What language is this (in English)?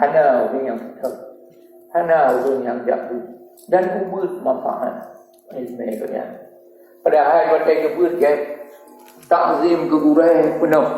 Achinese